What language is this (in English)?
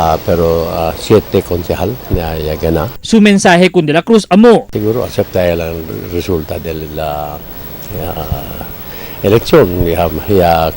Chavacano